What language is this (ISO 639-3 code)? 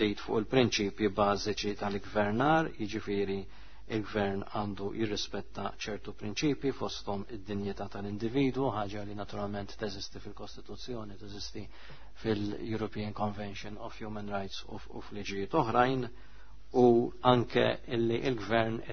mlt